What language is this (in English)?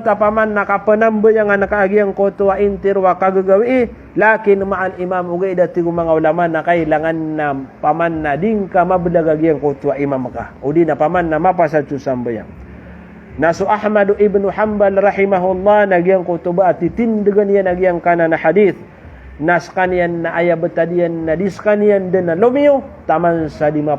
Maranao